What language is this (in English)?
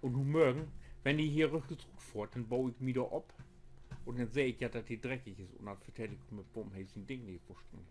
Low German